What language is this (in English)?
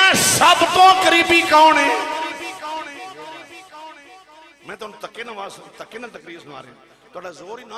Hindi